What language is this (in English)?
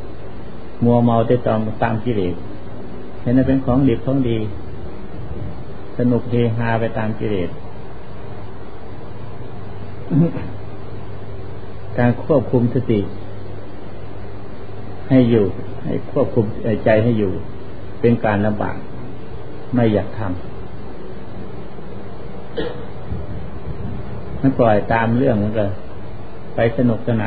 Thai